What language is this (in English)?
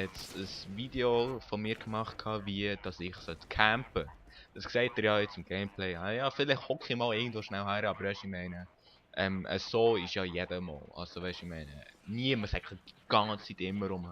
Swiss German